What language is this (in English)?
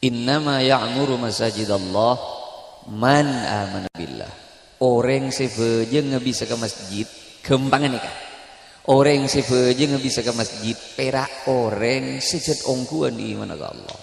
Madurese